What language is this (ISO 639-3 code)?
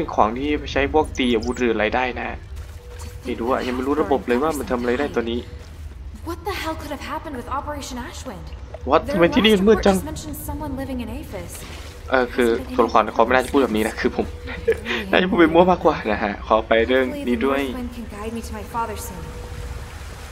tha